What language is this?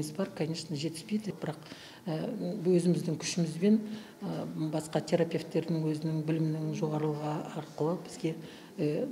Kazakh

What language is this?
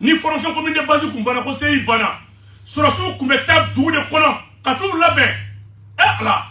Bambara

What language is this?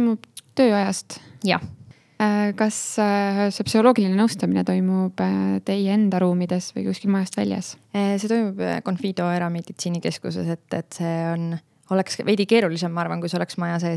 Estonian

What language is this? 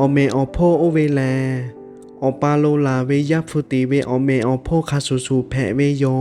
Lahu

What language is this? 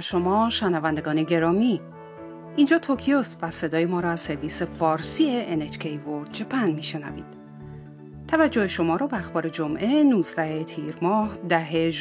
Persian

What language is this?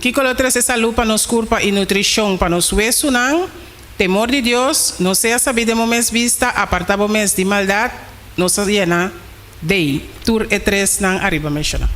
Papiamento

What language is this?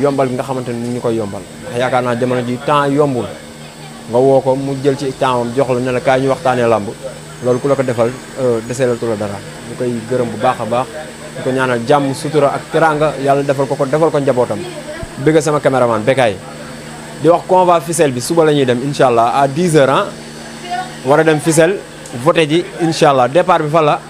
Wolof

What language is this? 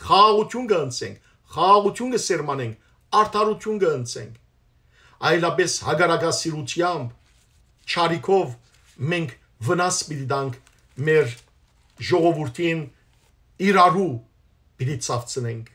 Western Armenian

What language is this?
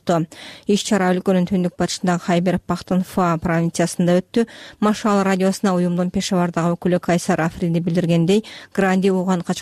Kyrgyz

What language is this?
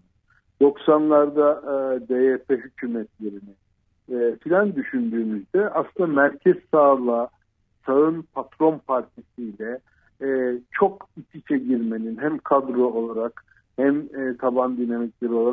Turkish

